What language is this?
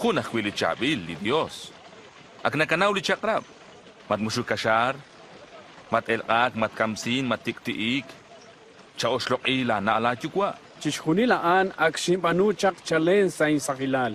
Kekchí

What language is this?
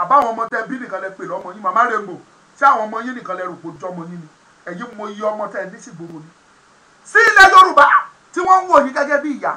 Yoruba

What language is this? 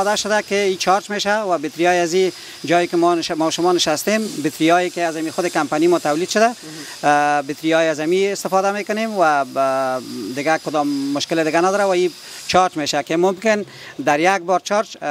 Persian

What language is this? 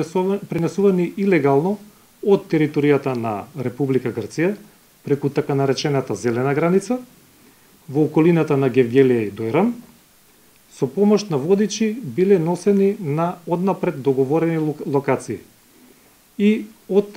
Macedonian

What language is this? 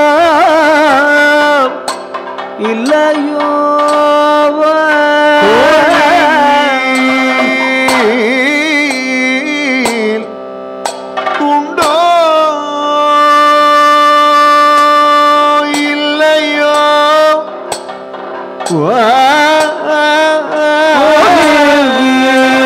Malayalam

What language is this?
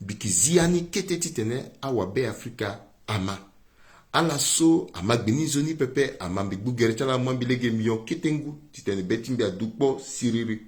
Sango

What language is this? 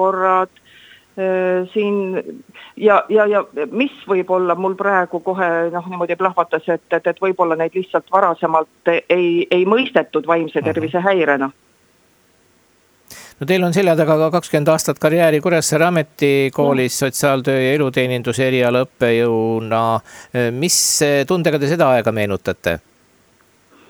Estonian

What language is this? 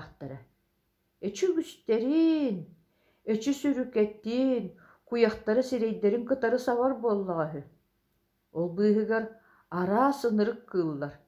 Yakut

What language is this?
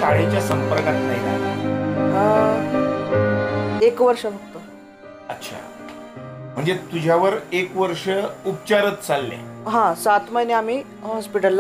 Marathi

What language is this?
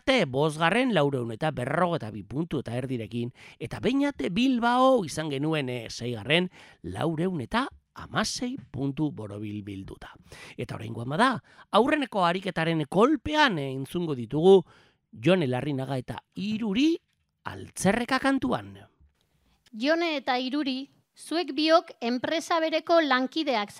Basque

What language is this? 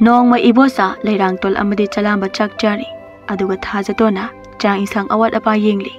Manipuri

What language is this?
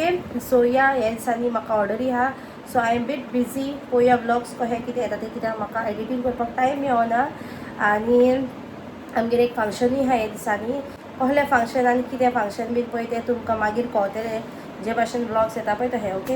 Konkani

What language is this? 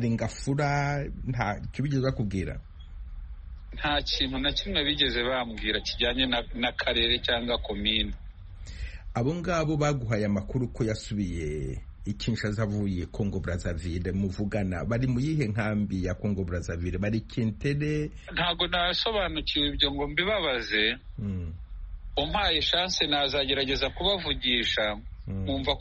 Kinyarwanda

